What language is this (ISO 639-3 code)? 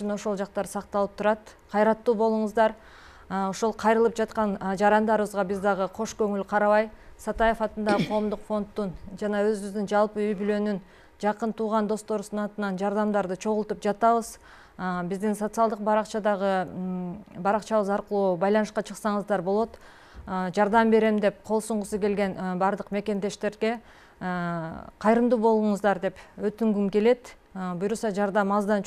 kir